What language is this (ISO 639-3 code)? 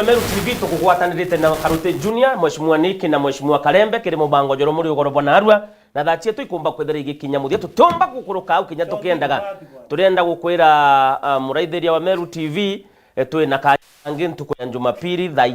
mer